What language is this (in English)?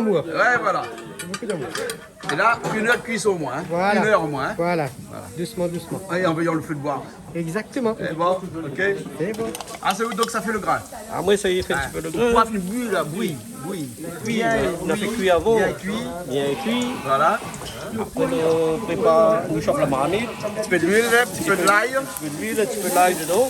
Réunion Creole French